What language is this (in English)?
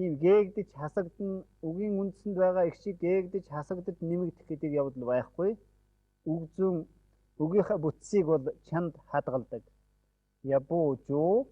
Mongolian